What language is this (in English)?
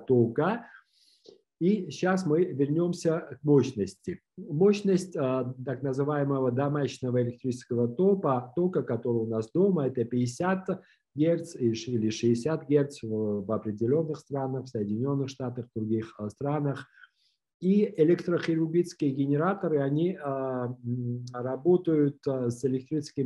Russian